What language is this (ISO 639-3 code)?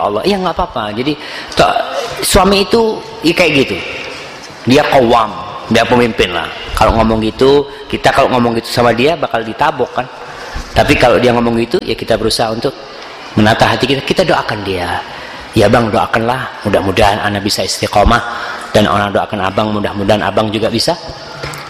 ind